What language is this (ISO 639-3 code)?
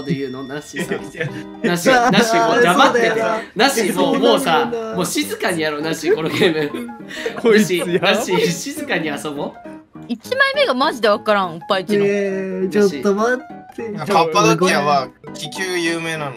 jpn